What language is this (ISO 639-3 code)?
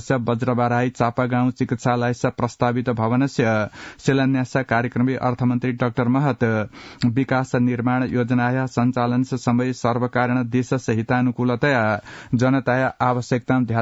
san